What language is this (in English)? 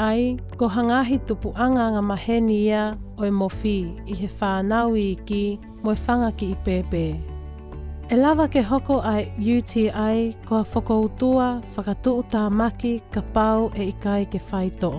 Tongan